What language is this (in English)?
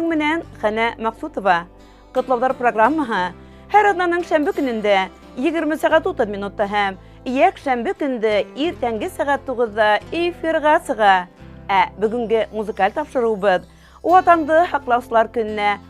Bashkir